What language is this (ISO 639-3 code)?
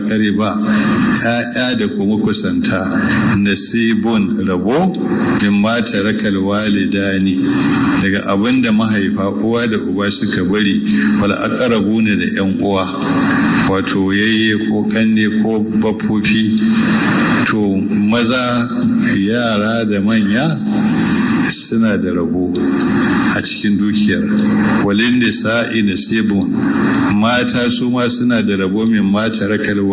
hau